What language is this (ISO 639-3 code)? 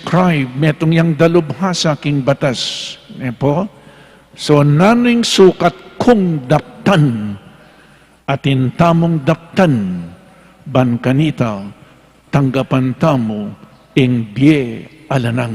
pam